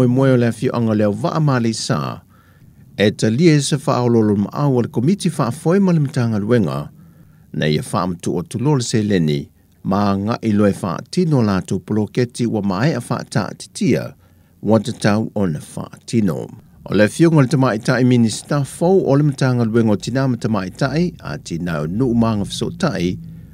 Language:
Samoan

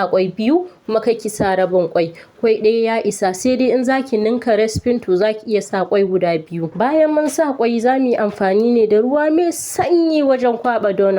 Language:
Hausa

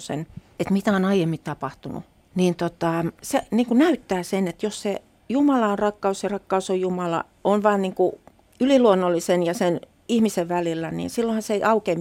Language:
Finnish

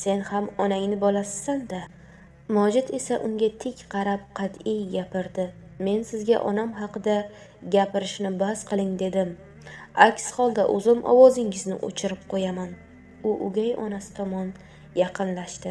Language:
Uzbek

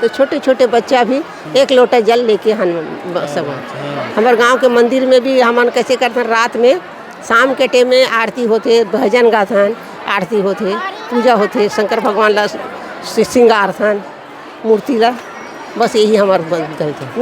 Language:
Chhattisgarhi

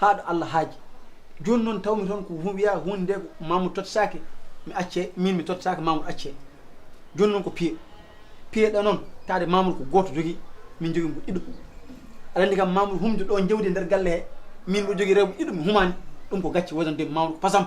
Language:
Fula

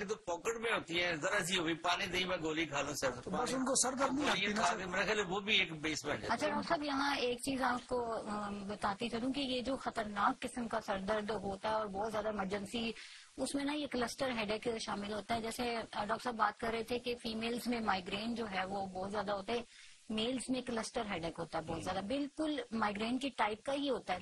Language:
Urdu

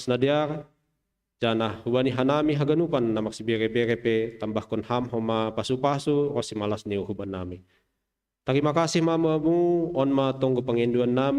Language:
Batak Simalungun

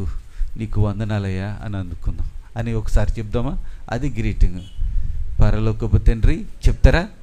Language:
Telugu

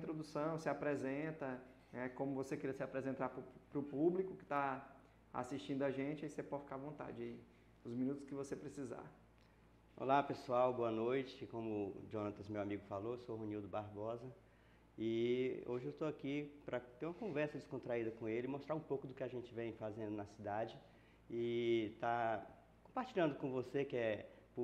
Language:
Portuguese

